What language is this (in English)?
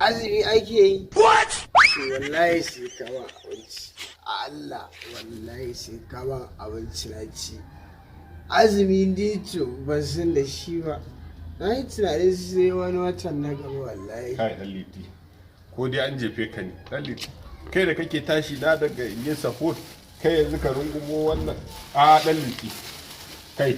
Hausa